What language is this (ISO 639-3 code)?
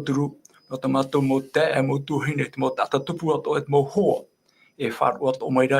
tah